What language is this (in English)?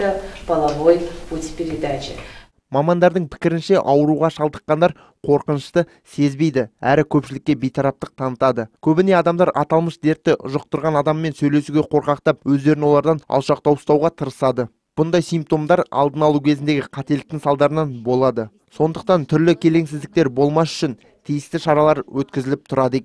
Kazakh